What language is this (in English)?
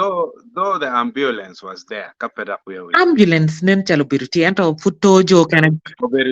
Acoli